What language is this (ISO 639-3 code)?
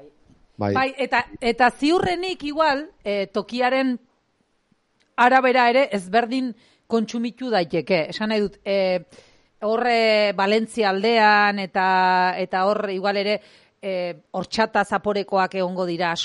eus